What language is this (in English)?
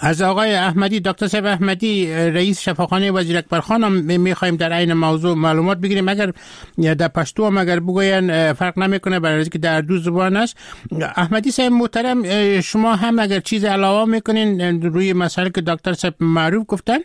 Persian